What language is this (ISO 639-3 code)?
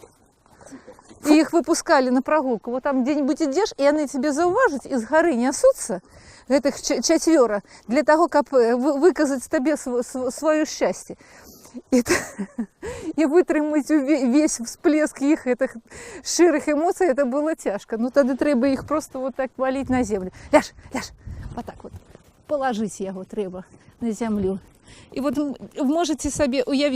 bel